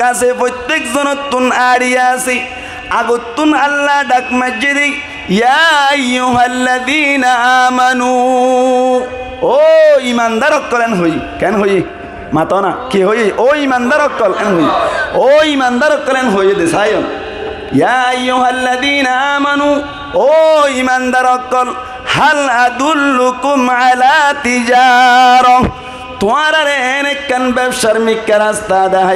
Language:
Rohingya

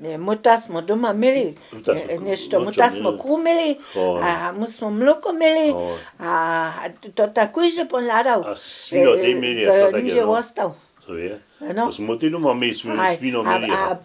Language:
Upper Sorbian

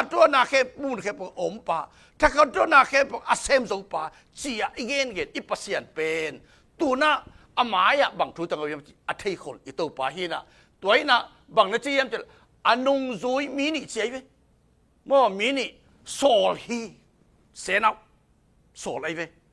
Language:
Tedim Chin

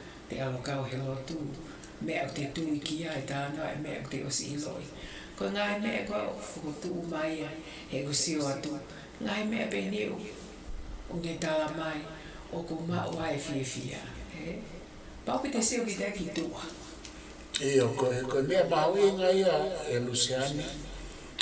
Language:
Tongan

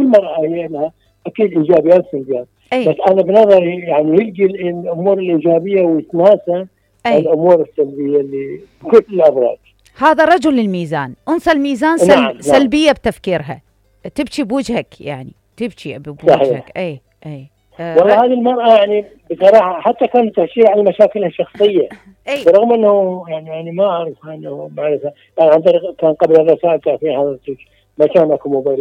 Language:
Mesopotamian Arabic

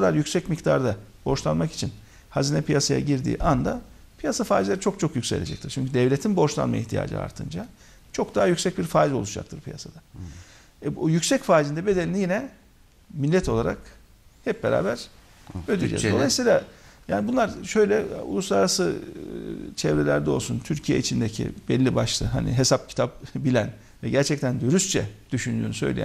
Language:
Turkish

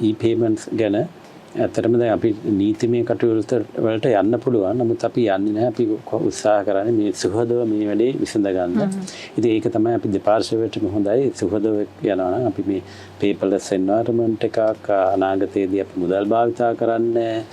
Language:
Sinhala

